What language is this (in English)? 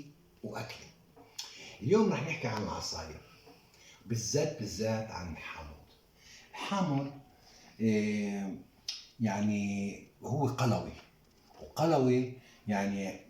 Egyptian Arabic